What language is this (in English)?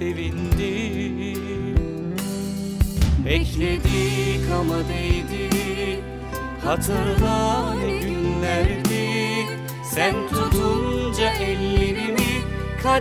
Turkish